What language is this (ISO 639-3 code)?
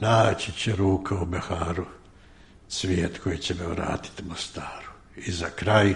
srp